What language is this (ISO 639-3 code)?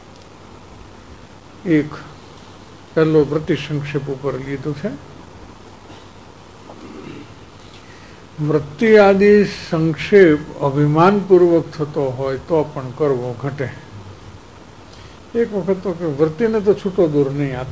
guj